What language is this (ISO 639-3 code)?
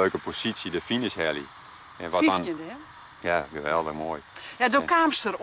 fry